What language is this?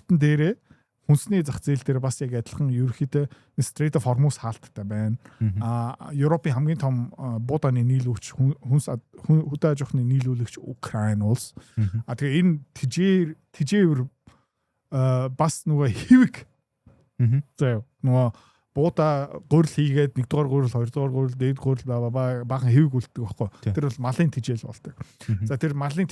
Mongolian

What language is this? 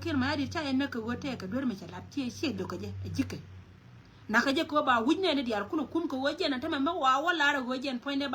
Nuer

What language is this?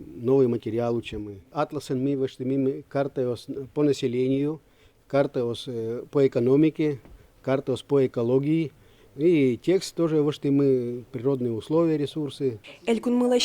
Udmurt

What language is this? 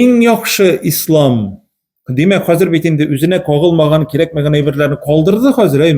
Tatar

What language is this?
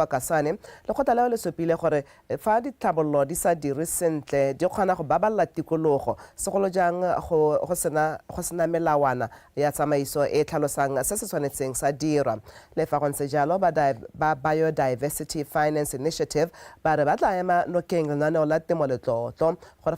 Tswana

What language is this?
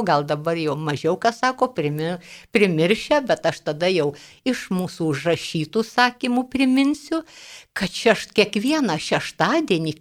Lithuanian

